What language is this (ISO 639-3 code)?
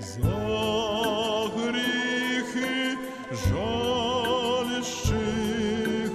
rue